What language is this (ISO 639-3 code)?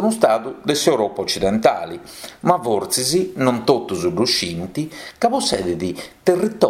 srd